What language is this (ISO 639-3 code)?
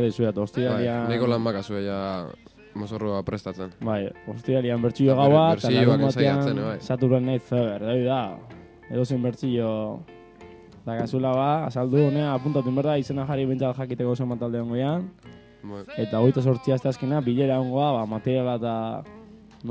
eus